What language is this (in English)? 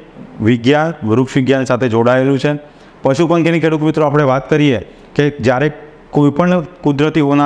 Gujarati